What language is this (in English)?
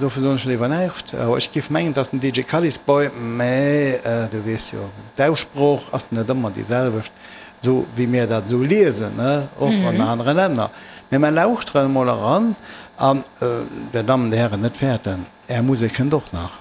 Luxembourgish